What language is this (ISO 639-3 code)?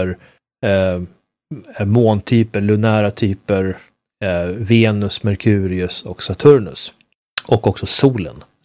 swe